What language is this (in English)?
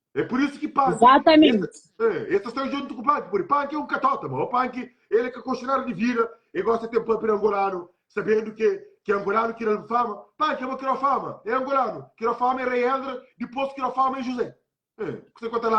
Kabuverdianu